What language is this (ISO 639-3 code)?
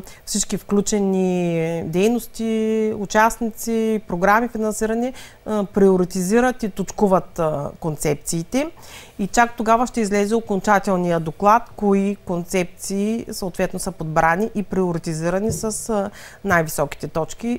bul